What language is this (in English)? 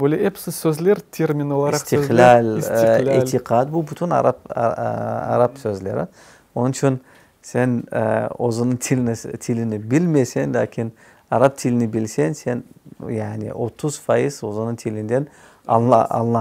Crimean Tatar